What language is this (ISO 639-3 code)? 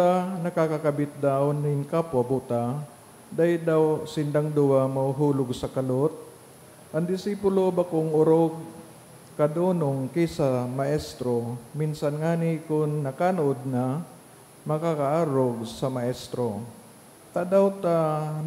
bik